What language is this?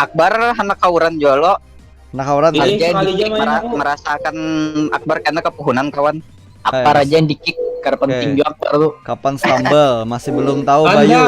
Banjar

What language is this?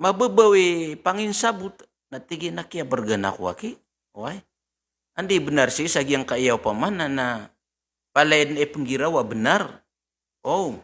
Maranao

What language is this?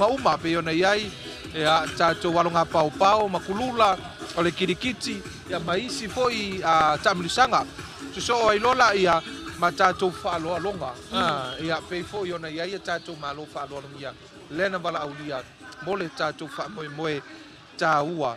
Samoan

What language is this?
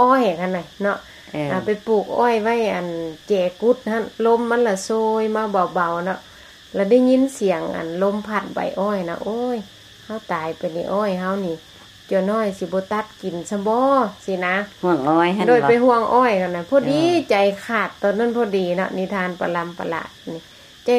Lao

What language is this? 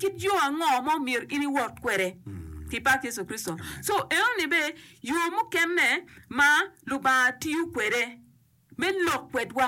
Acoli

